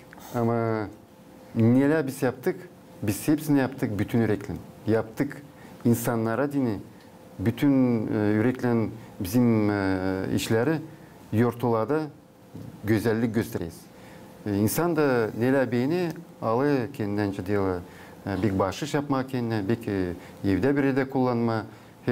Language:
Gagauz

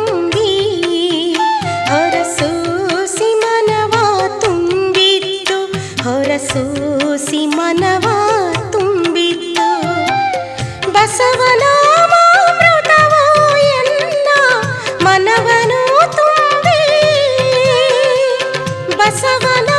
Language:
Kannada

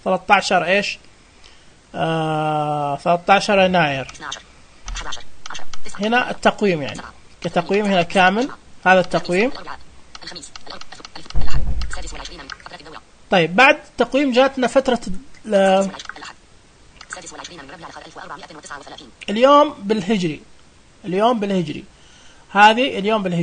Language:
Najdi Arabic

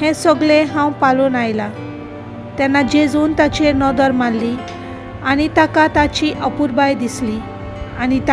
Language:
Konkani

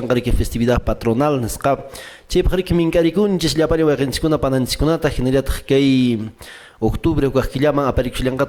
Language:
Quechua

